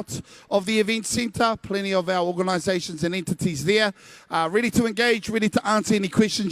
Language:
Māori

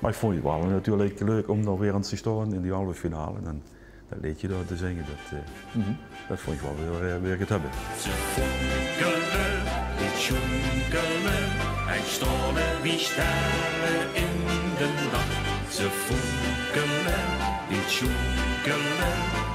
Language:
Limburgish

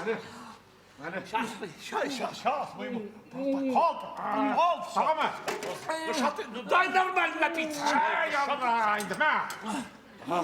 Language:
Tatar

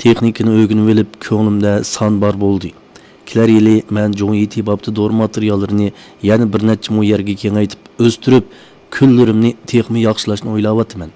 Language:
Uyghur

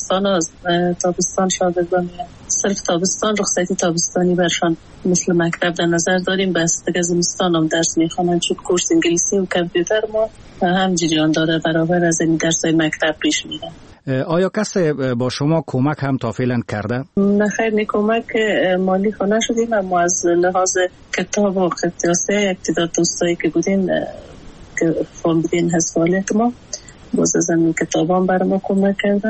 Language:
Persian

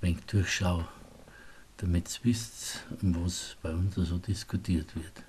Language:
Bavarian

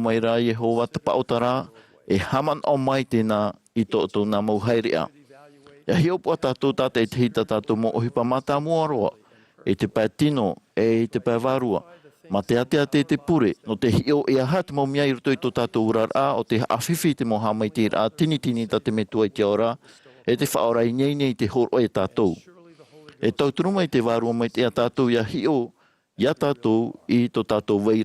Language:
Tahitian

